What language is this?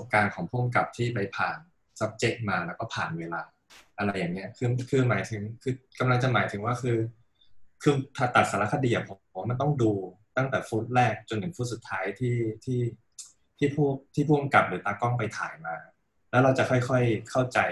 Thai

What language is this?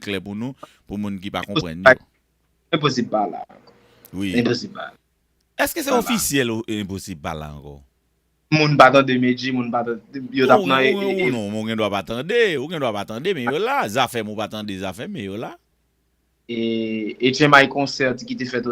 Haitian Creole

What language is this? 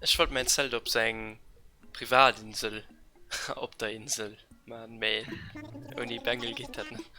Luxembourgish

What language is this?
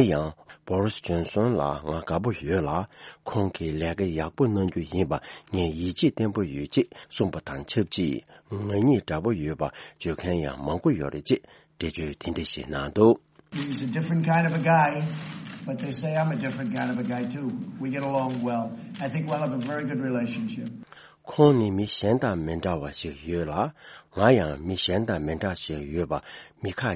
Tibetan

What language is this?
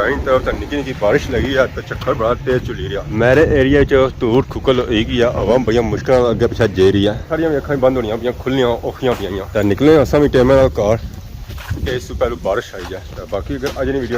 Pahari-Potwari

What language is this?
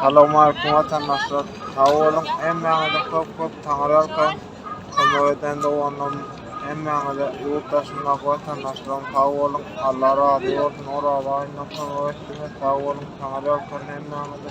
Turkmen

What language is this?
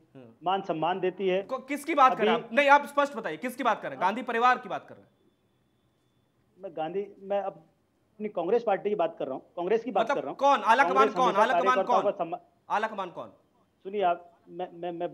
Hindi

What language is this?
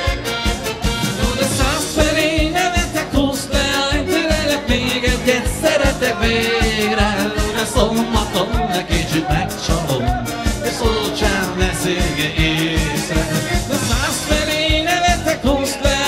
Hungarian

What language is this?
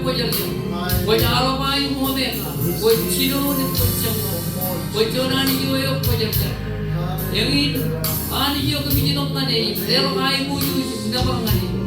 Marshallese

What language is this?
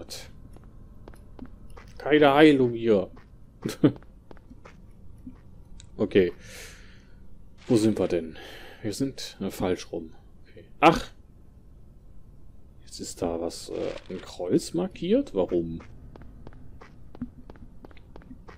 German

